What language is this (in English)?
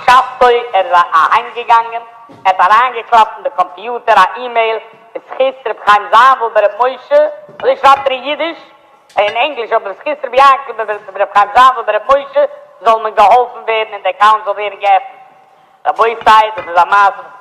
Yiddish